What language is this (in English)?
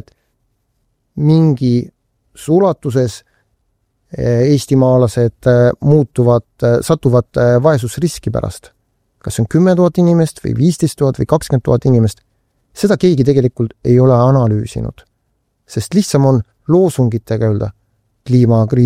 Estonian